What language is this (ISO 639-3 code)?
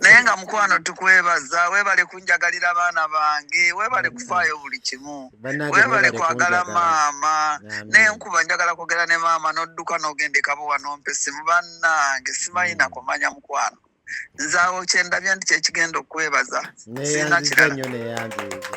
lug